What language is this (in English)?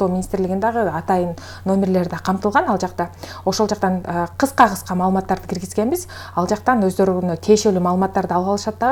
Kyrgyz